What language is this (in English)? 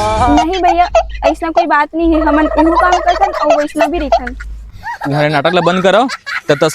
Chhattisgarhi